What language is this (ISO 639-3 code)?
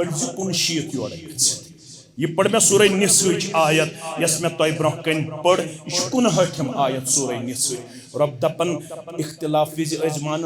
kas